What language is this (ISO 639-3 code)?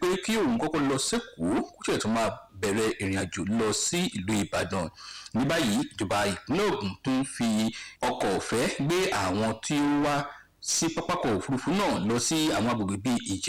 yor